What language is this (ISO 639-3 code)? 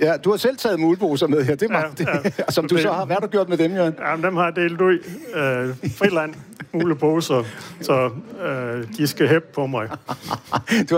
dan